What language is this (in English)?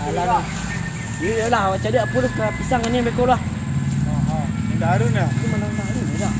Minangkabau